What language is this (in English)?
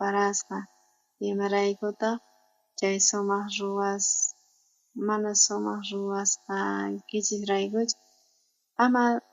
South Bolivian Quechua